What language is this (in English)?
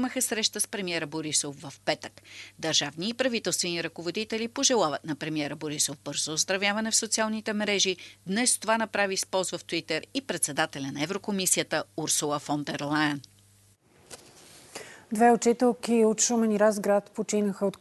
Bulgarian